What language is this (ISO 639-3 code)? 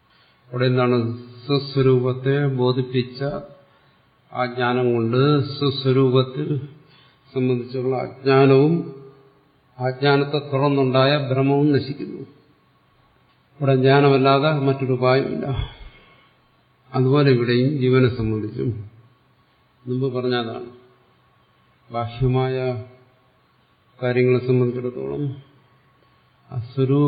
mal